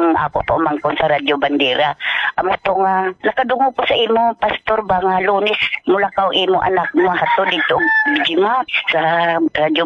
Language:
Cebuano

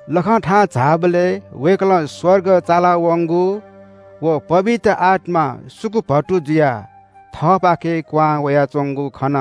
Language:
Newari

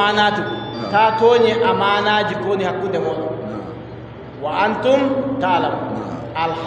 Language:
Adamawa Fulfulde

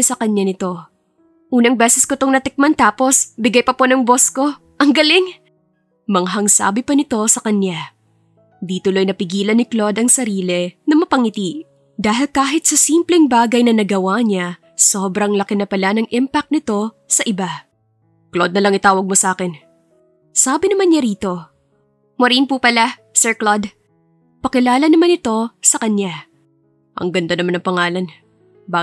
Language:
Filipino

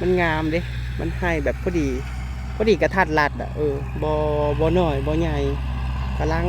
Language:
Northeastern Thai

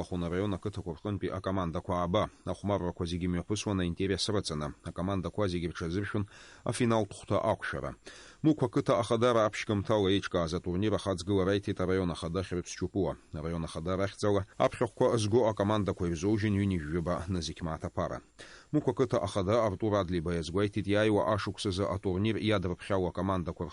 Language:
Abkhazian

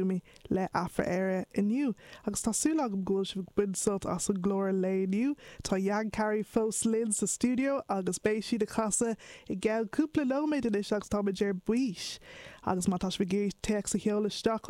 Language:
Irish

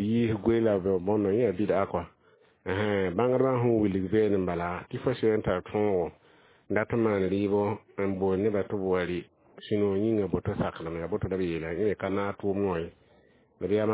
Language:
Mossi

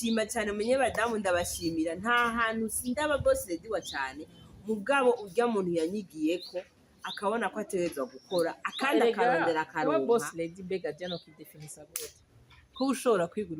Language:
Rundi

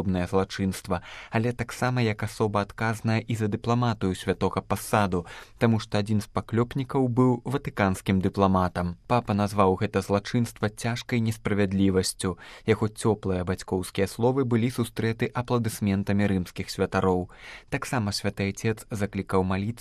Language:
Belarusian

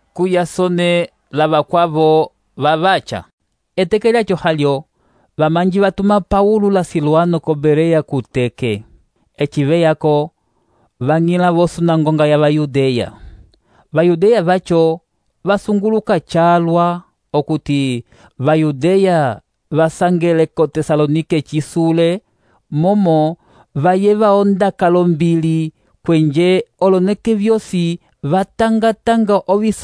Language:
Umbundu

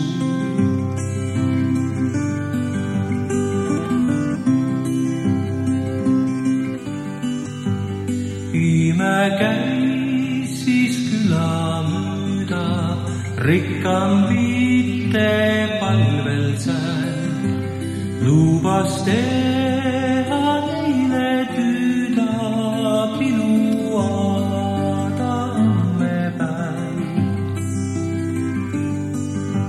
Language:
Estonian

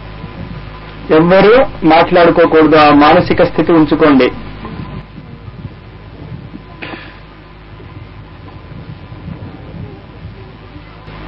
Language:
Telugu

